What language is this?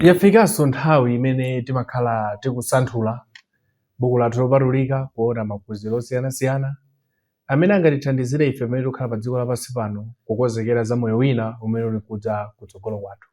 Nyanja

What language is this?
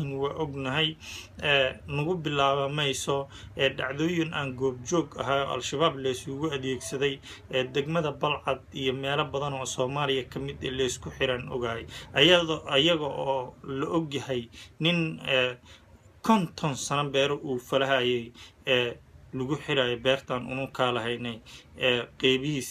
Somali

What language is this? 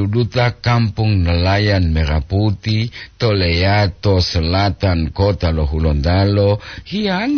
Gorontalo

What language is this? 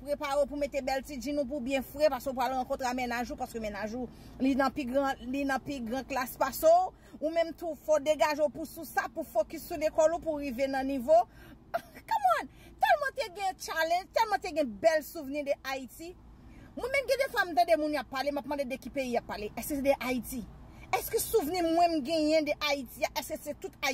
Haitian Creole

